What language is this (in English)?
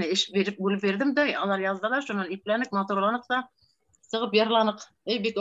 Bashkir